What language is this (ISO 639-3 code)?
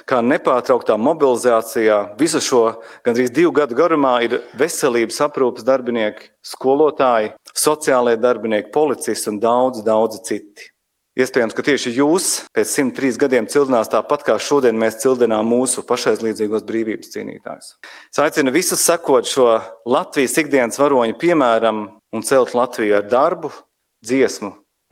lav